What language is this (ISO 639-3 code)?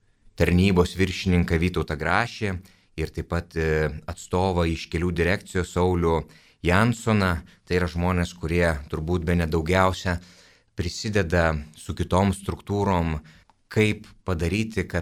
lit